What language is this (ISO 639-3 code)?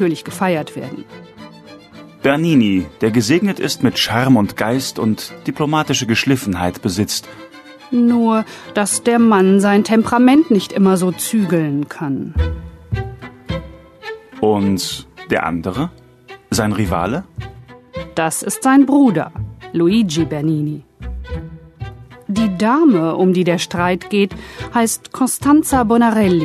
deu